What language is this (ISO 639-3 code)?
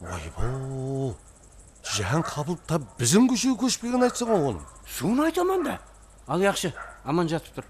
kaa